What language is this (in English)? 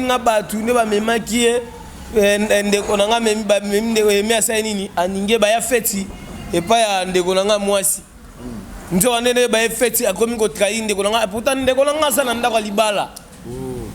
Lingala